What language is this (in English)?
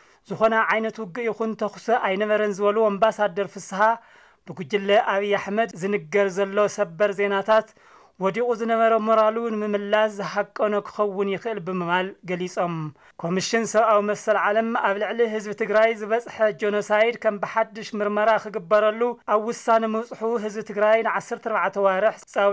Tigrinya